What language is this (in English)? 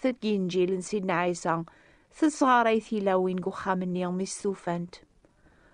Kabyle